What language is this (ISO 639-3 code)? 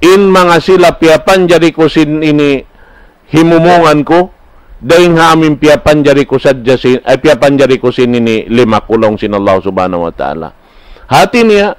tsg